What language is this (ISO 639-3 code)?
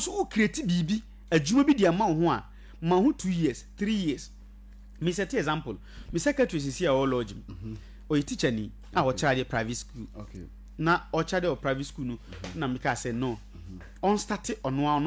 aka